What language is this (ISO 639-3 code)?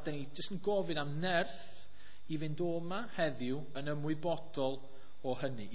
cym